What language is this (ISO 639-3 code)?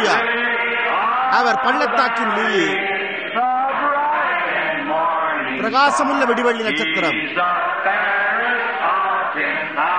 tam